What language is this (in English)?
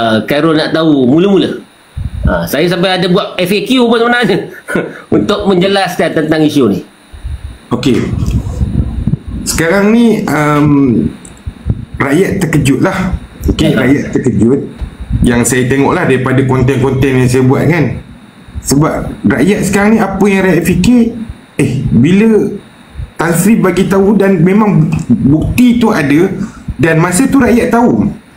Malay